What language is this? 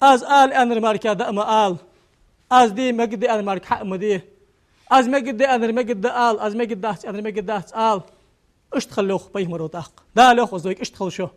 Ingush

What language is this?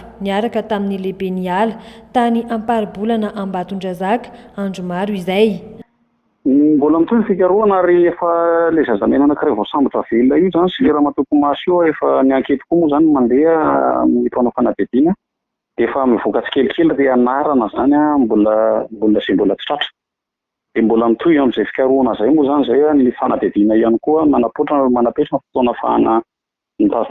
Malagasy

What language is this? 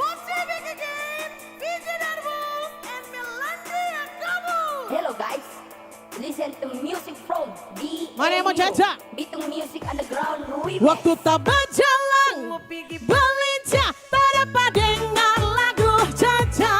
Manado Malay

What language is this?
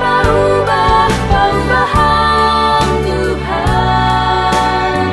Batak Simalungun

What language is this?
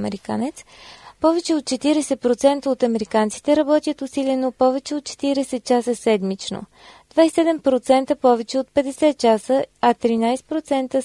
Bulgarian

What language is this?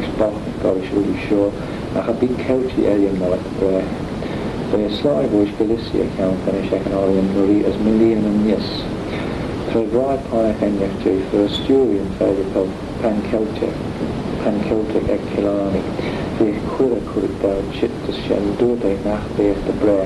Manx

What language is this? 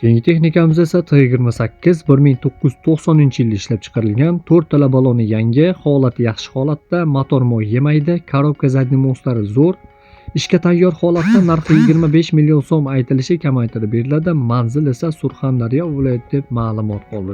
Uzbek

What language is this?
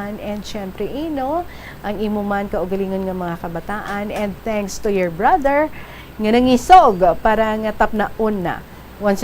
Hiligaynon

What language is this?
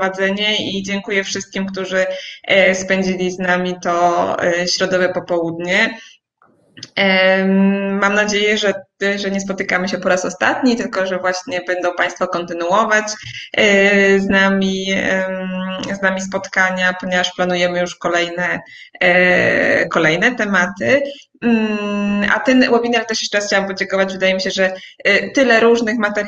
Polish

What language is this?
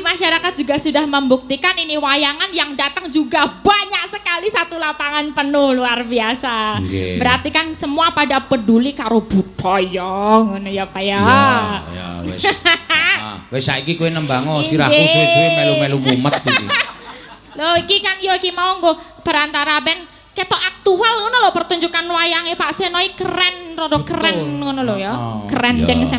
Javanese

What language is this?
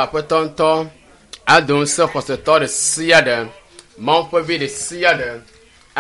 Ewe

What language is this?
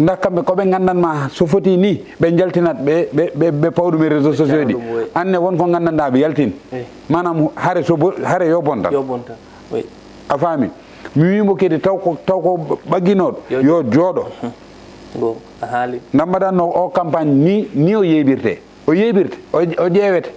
Fula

